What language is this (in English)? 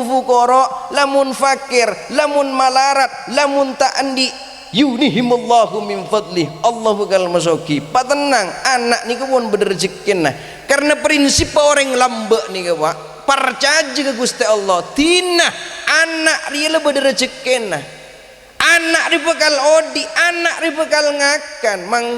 Madurese